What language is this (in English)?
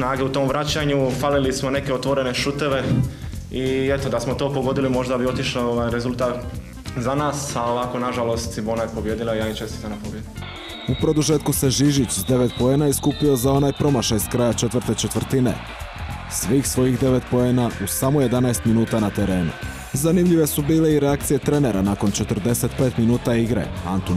Croatian